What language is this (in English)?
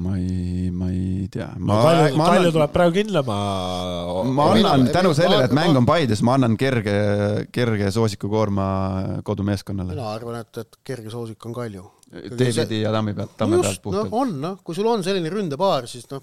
Estonian